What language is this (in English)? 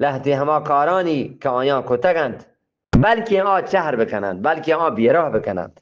Eastern Balochi